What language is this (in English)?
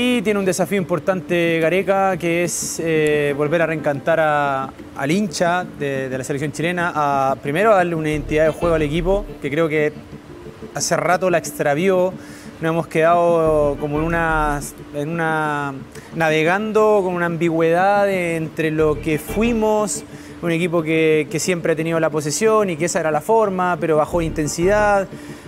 Spanish